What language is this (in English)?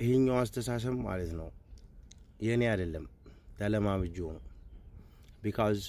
Amharic